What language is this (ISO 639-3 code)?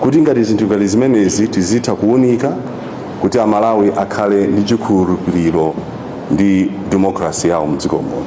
nya